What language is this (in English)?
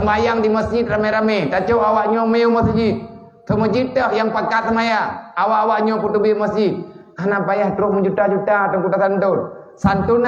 Achinese